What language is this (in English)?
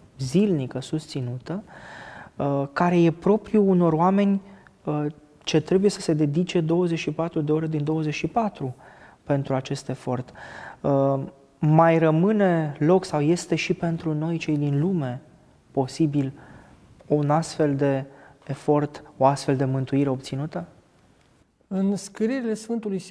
Romanian